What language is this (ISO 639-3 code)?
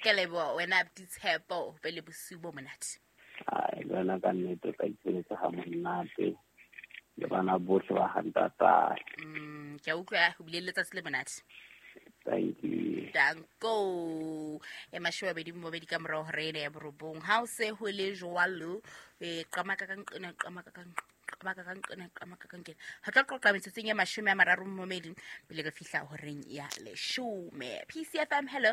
sot